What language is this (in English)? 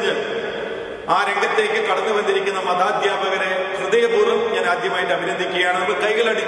Malayalam